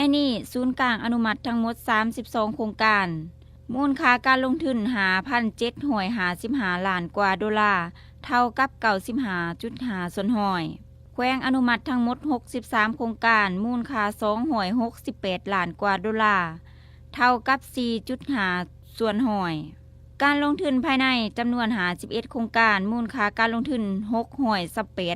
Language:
Lao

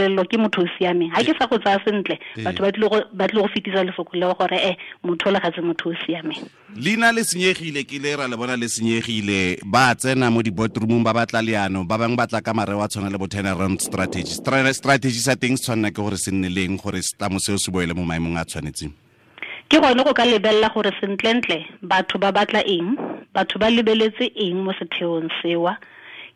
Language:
Tswana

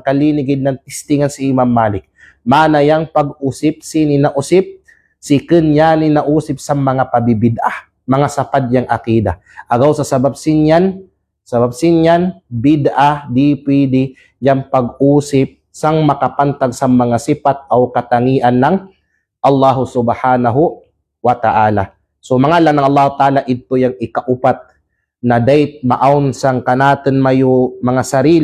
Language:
Kalagan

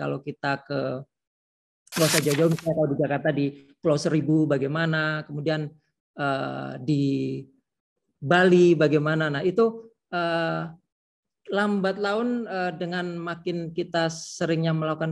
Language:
Indonesian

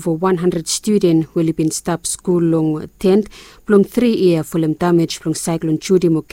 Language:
Bislama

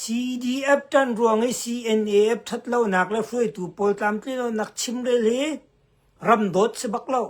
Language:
Hakha Chin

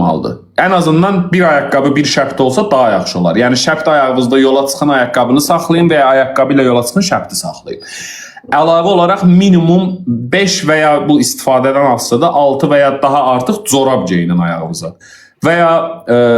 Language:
Azerbaijani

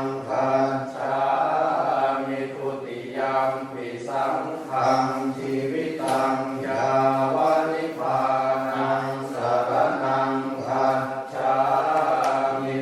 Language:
Pali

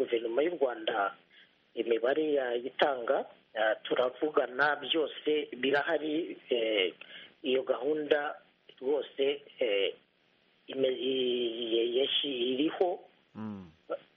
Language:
Kinyarwanda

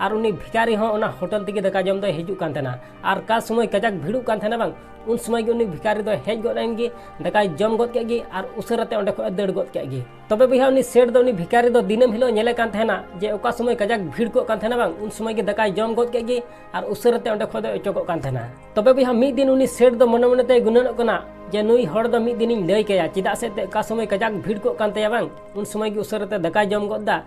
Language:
Santali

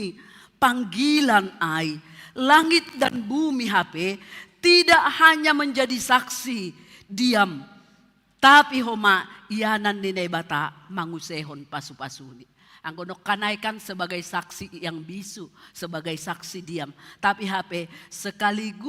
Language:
Batak Simalungun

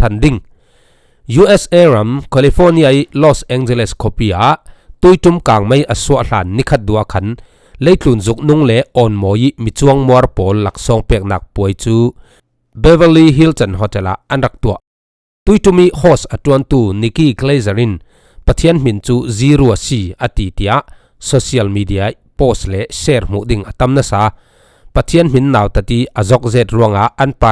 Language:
Falam Chin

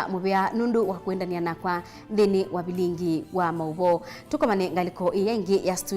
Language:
Kamba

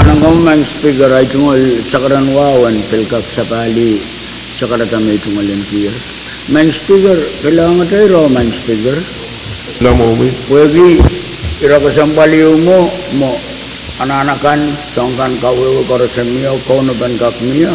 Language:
Pohnpeian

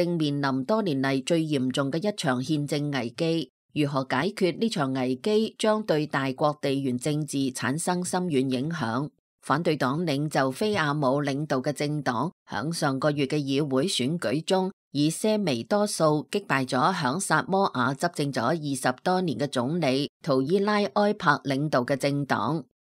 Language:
Cantonese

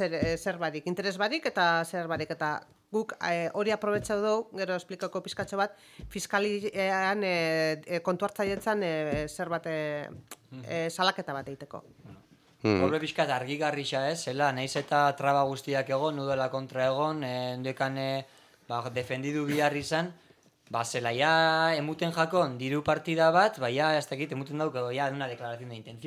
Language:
Basque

